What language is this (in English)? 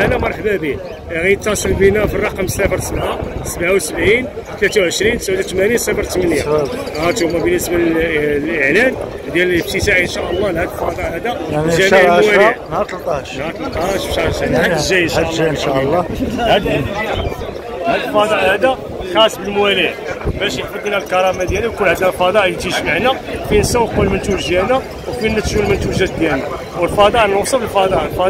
Moroccan Arabic